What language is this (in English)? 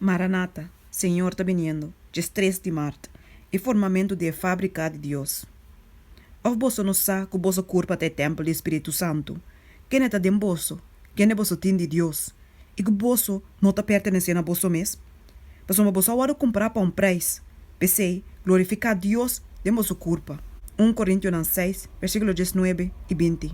Papiamento